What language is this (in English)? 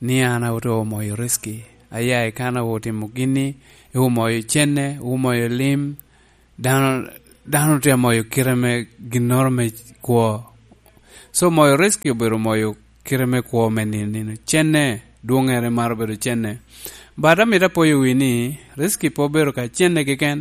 Lango (Uganda)